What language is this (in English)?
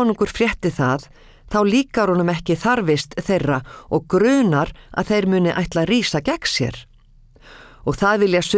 Icelandic